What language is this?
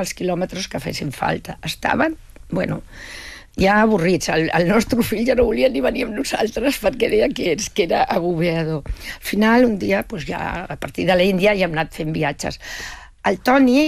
Catalan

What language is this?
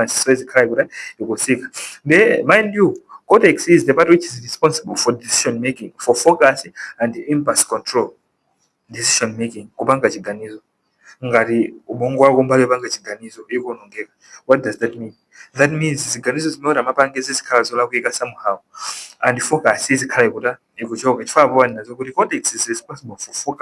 Nyanja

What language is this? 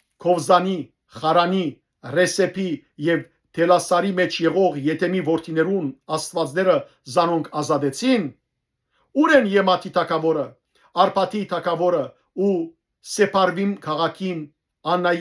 Western Armenian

